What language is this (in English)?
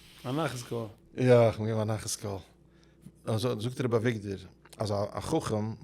Yiddish